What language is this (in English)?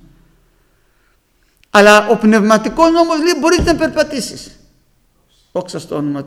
Greek